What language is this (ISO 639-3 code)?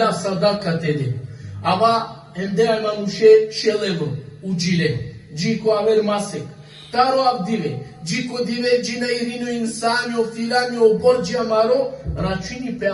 rmn